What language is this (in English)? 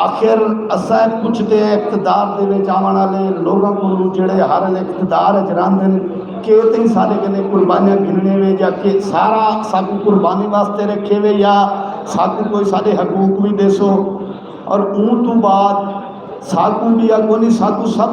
Saraiki